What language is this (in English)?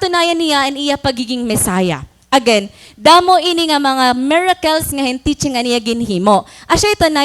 Waray